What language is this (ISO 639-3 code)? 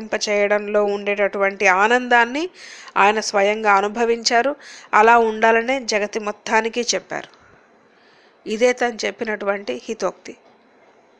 tel